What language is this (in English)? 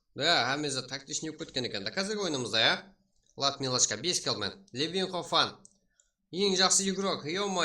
Kara-Kalpak